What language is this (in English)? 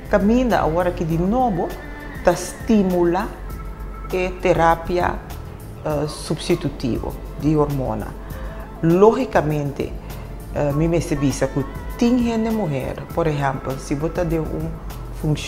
Papiamento